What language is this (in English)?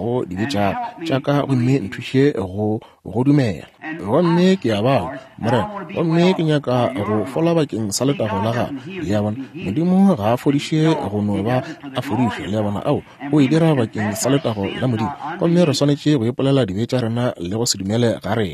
Northern Sotho